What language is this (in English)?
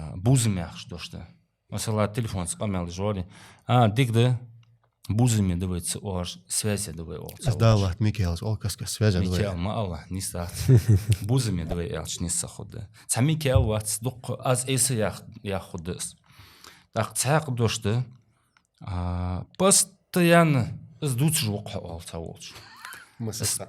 Ingush